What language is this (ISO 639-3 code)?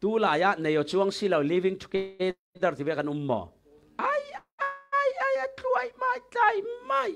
cfm